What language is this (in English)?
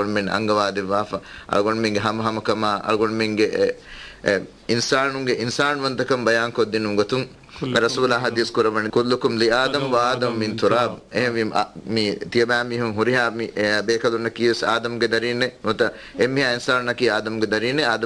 Divehi